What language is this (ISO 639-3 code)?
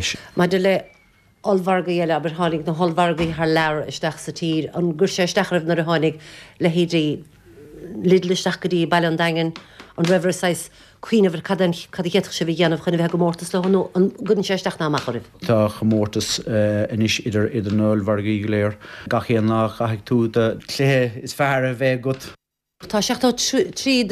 gle